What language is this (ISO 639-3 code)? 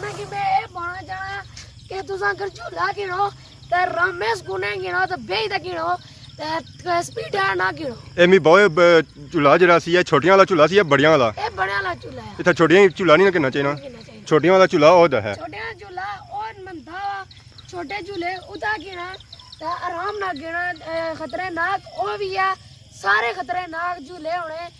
phr